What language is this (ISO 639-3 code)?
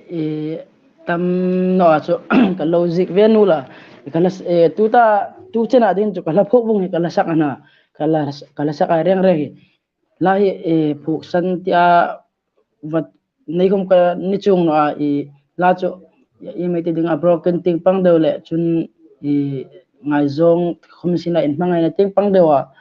hmr